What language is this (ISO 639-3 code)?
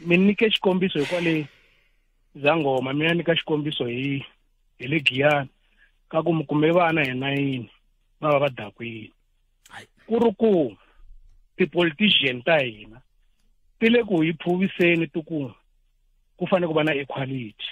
tso